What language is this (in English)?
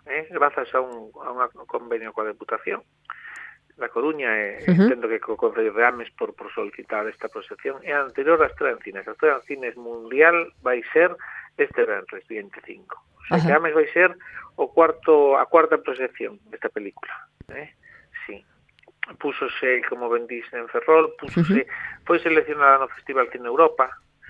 Galician